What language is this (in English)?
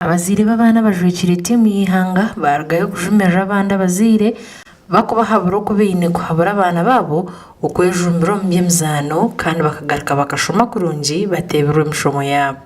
Nyankole